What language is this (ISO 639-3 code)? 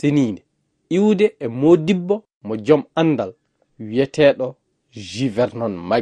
ful